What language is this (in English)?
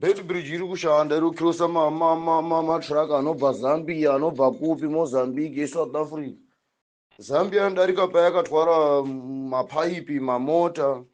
Shona